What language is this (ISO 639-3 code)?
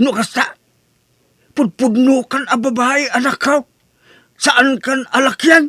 ilo